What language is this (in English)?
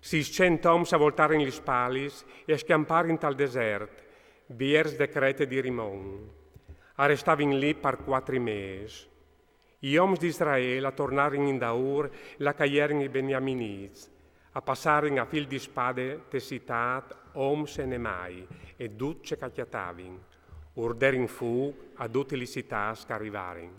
Friulian